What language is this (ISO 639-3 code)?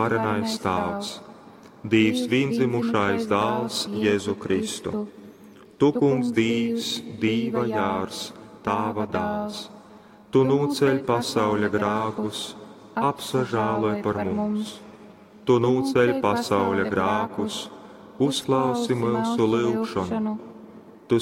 ltg